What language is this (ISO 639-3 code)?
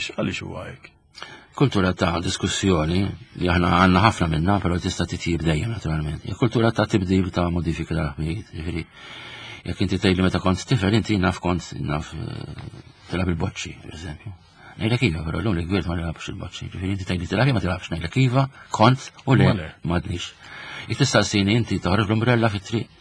mlt